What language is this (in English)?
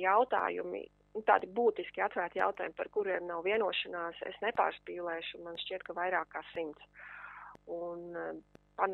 Latvian